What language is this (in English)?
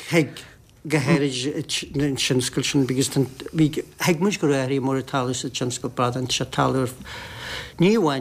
Irish